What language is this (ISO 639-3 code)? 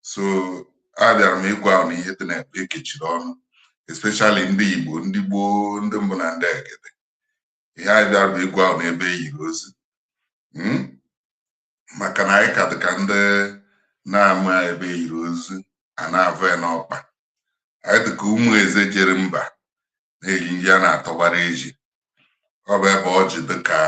ibo